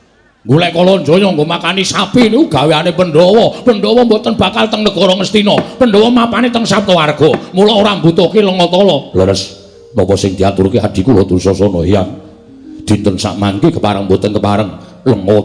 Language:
Javanese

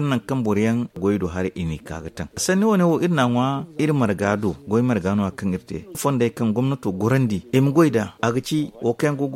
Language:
Zarma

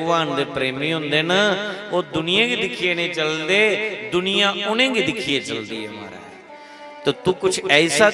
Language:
Dogri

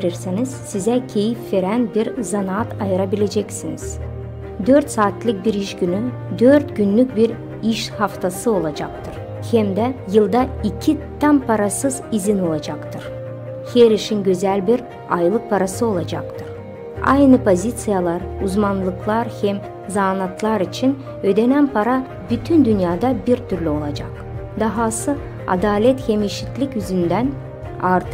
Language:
Gagauz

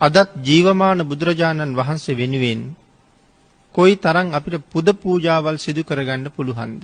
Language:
Sinhala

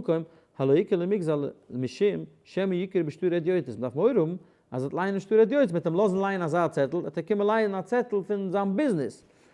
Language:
Yiddish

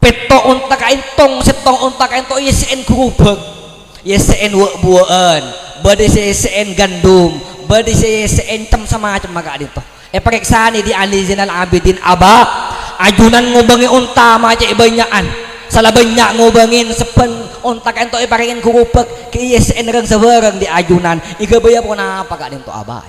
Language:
Madurese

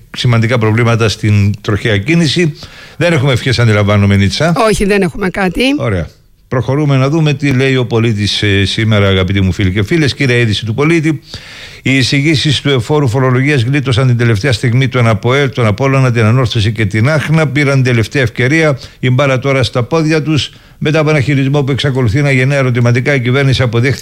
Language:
Greek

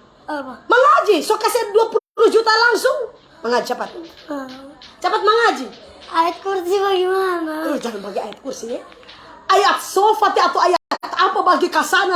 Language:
Manado Malay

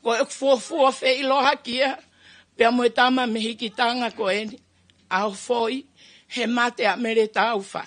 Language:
Tongan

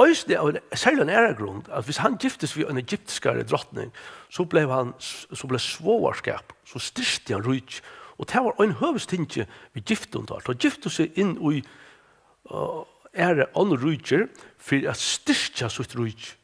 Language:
Faroese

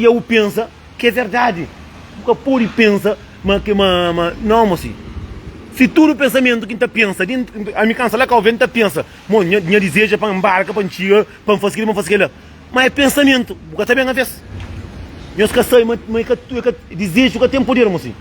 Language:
Kabuverdianu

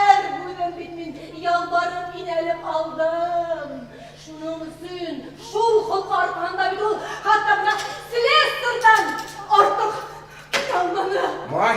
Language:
Bashkir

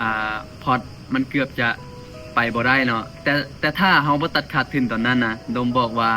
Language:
Lao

